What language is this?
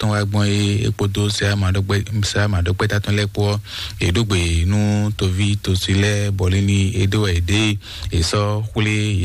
Fon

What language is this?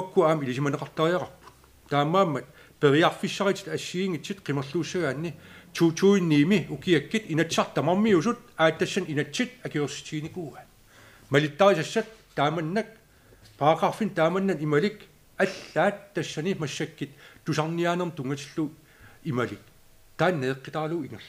Kalaallisut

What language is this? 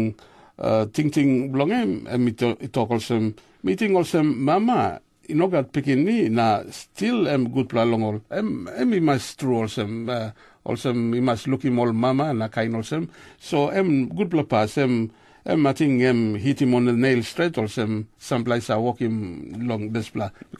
Tok Pisin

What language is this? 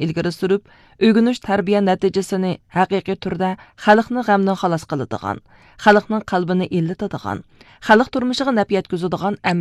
Uyghur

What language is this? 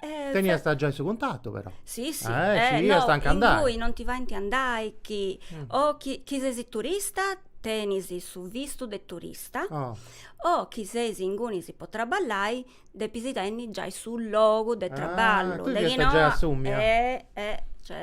Sardinian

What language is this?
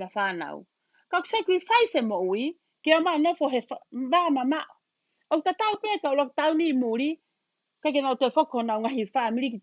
Tongan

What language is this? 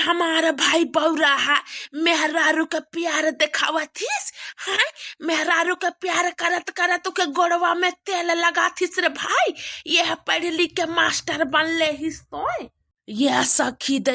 Bhojpuri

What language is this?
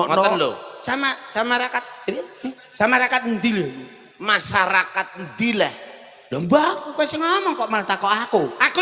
Javanese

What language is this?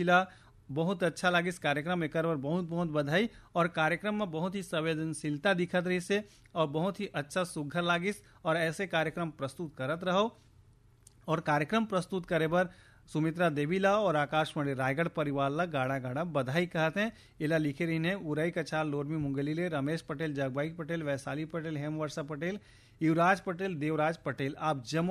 Chhattisgarhi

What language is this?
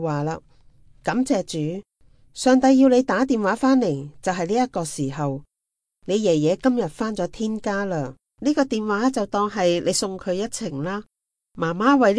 Cantonese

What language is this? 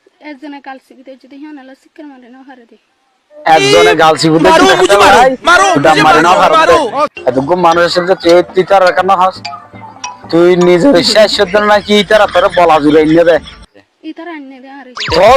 Rohingya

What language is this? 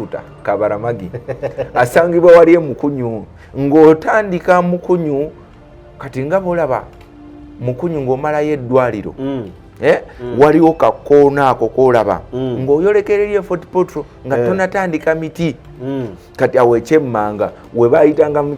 Ganda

